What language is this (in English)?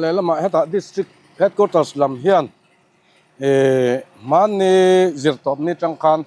Mizo